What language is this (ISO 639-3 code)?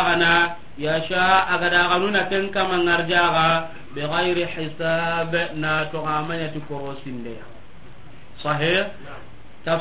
snk